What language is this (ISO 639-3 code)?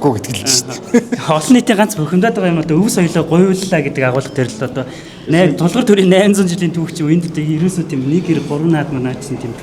mon